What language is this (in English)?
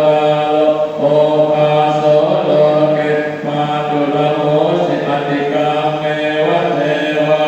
Pali